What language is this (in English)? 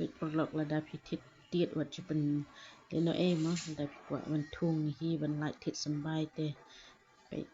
Khasi